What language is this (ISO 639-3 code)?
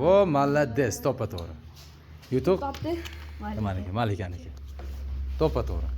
uzb